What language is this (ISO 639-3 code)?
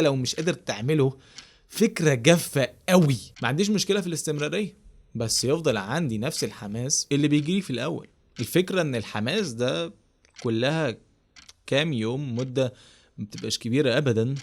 arz